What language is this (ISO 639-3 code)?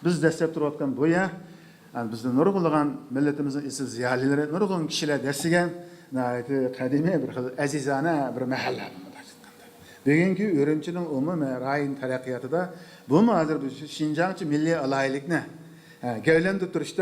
uig